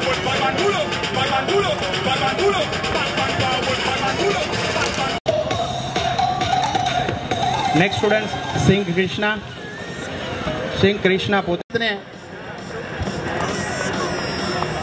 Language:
Gujarati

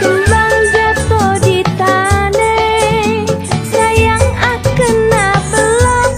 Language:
Betawi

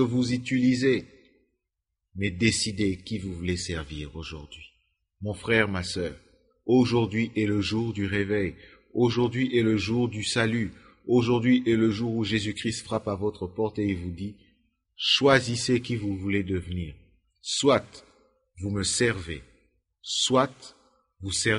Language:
French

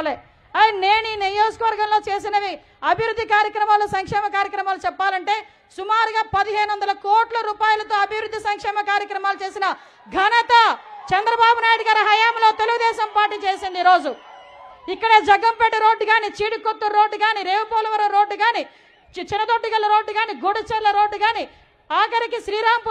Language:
Telugu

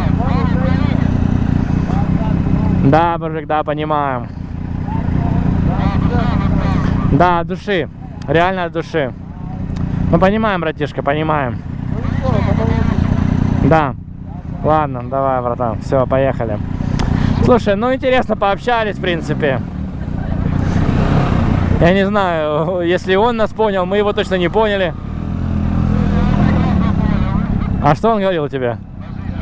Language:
Russian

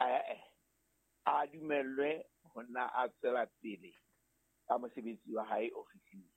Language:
Southern Sotho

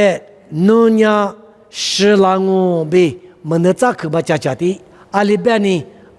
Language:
Lisu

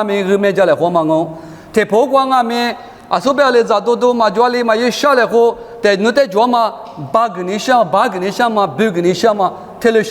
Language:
Lisu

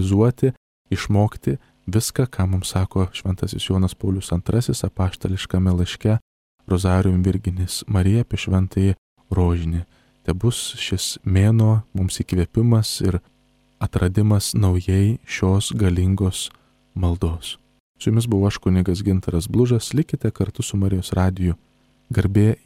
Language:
Lithuanian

